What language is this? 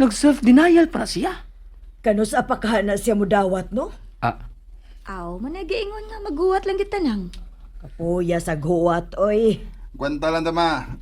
Cebuano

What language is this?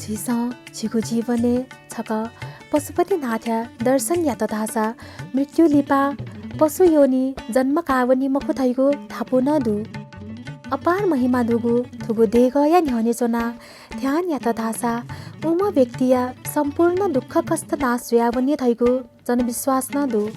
Newari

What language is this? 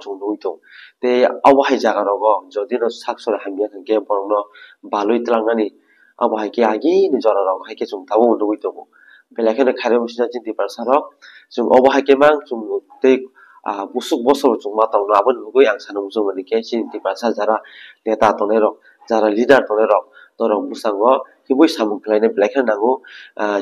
Kok Borok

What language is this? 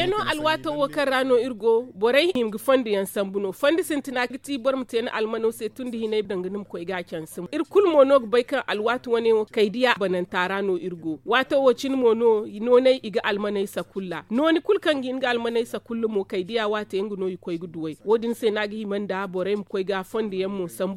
Zarma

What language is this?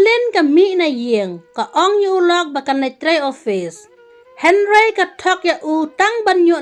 Khasi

